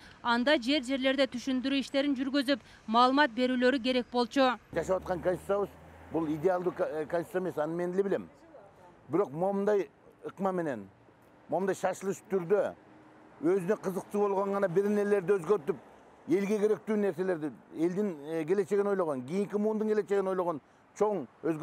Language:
Kyrgyz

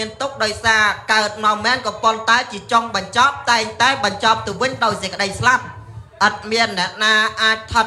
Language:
Khmer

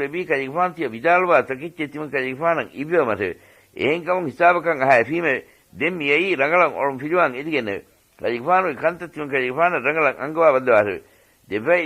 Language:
Divehi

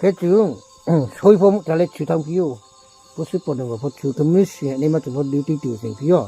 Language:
Riang (India)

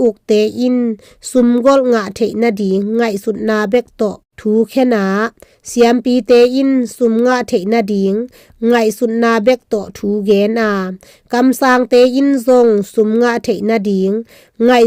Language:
Tedim Chin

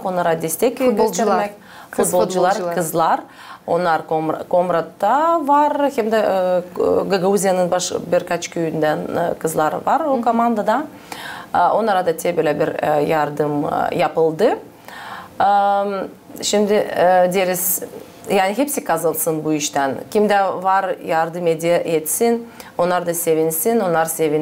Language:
Gagauz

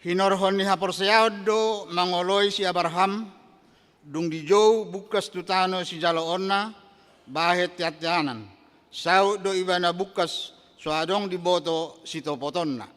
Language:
Batak Toba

